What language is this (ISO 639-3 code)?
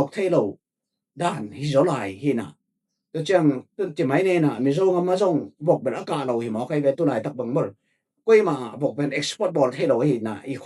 ctd